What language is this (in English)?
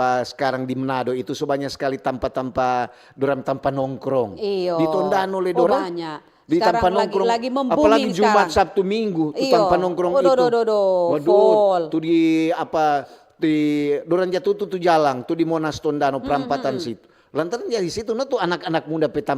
Manado Malay